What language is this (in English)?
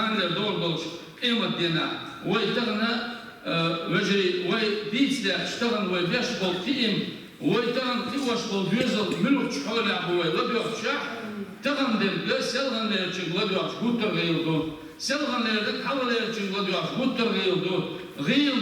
Chechen